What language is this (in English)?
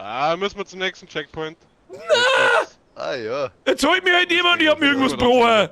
Bavarian